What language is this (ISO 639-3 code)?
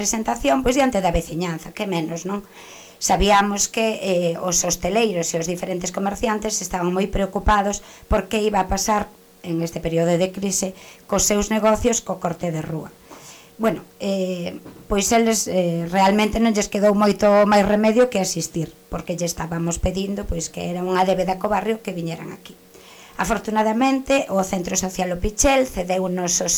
glg